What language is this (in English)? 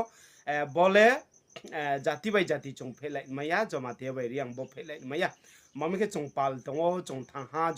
Kok Borok